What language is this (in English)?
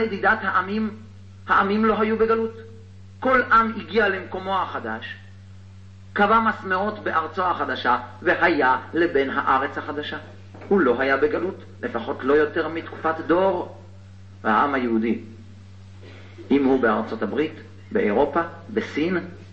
Hebrew